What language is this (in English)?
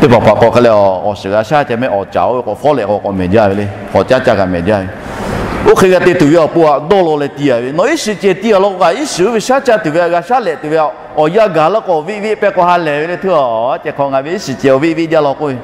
Lahu